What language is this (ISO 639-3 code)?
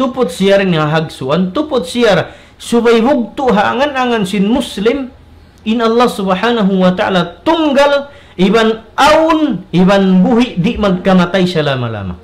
tsg